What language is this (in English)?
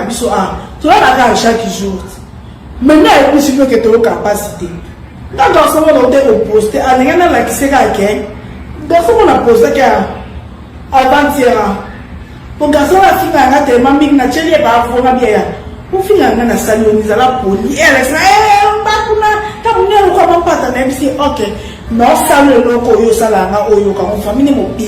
Lingala